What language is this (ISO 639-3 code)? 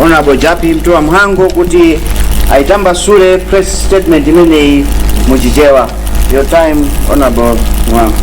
nya